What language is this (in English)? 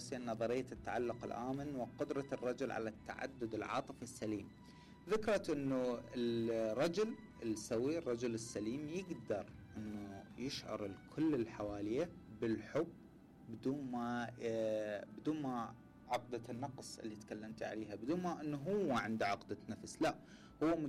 Mesopotamian Arabic